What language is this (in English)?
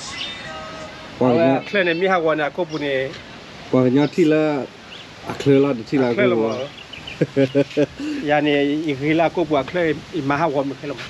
S'gaw Karen